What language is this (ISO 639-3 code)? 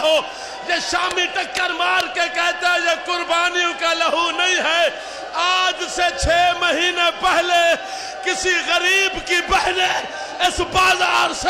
hin